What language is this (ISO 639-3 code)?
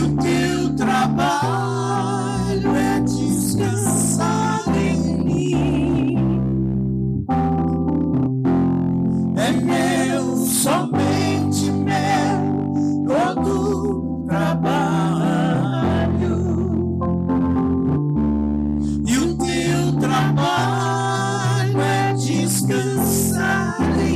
por